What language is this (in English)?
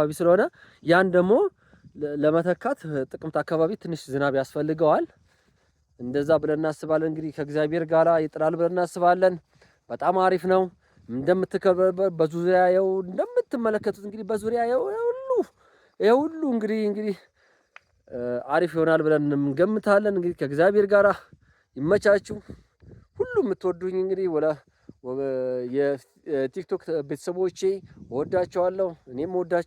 Amharic